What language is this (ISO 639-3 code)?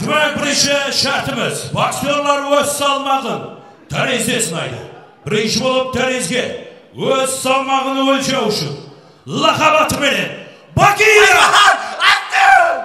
kaa